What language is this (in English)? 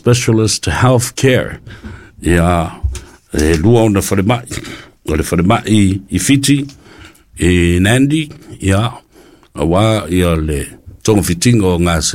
Samoan